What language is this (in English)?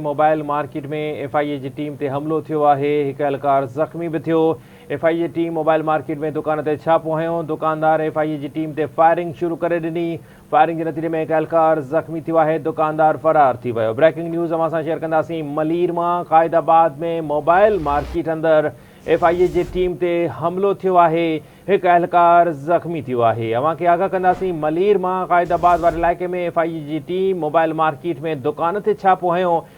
Sindhi